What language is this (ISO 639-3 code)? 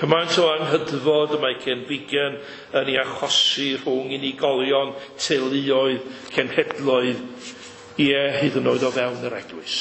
cym